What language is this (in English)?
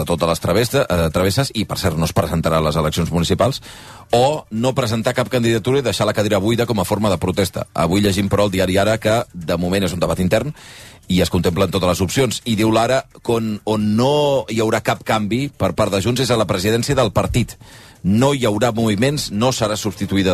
Catalan